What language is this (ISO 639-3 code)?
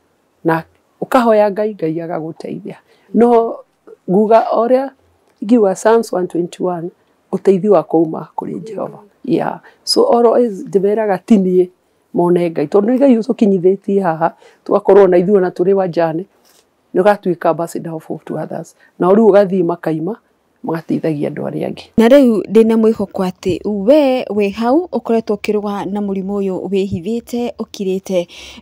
kik